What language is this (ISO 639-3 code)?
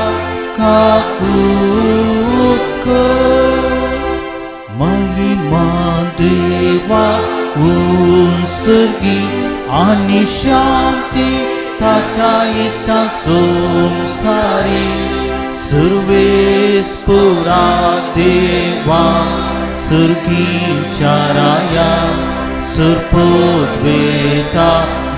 kok